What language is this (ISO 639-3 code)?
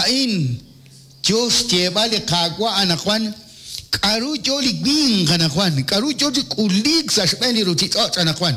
kek